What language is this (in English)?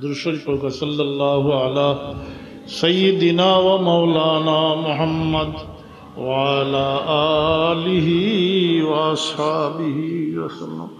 Sylheti